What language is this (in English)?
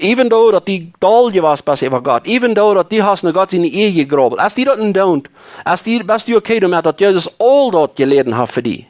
Plautdietsch